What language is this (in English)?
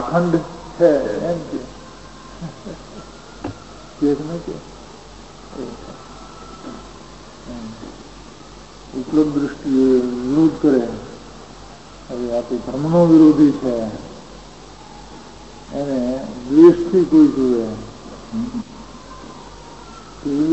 Gujarati